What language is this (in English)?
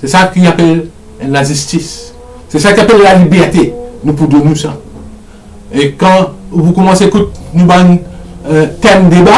Morisyen